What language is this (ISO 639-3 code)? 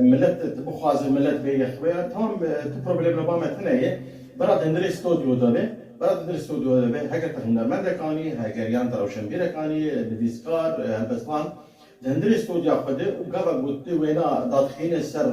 kur